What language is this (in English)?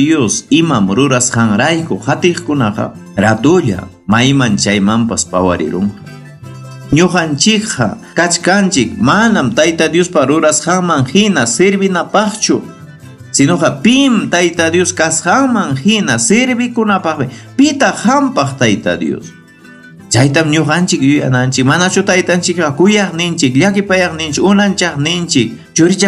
Ayacucho Quechua